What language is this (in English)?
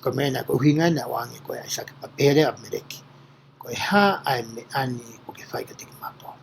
Tongan